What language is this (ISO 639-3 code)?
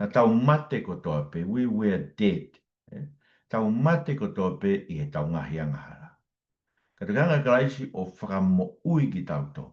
ton